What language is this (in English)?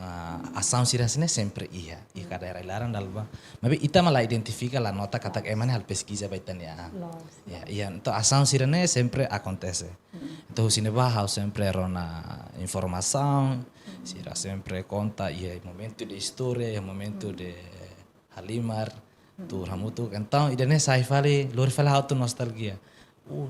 Tetum